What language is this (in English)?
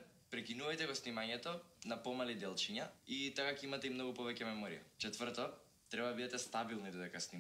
Macedonian